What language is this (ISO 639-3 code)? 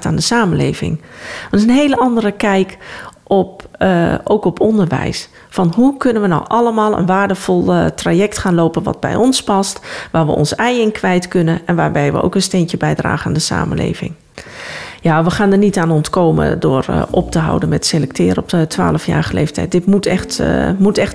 nld